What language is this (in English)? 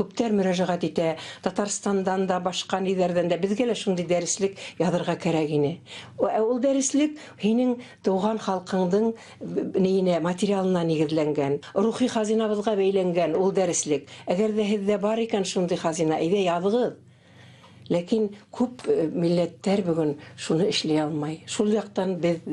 Bashkir